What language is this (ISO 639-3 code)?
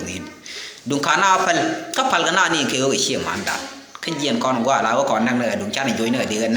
nus